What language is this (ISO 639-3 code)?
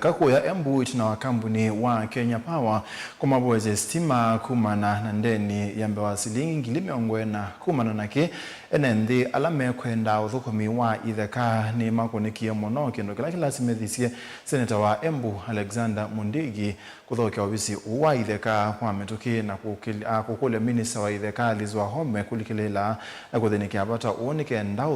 kam